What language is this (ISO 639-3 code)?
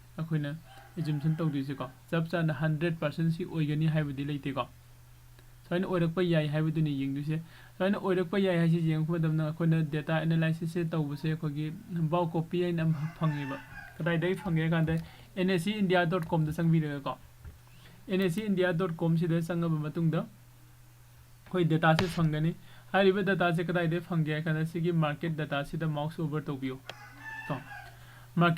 mni